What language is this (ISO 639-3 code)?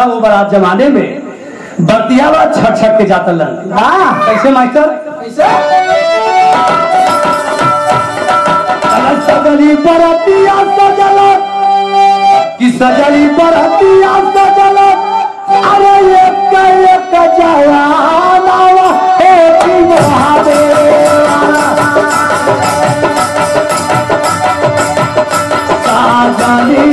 bho